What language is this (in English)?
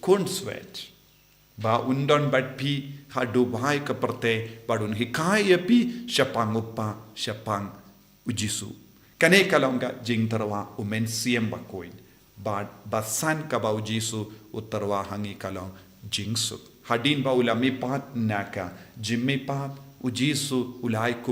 Khasi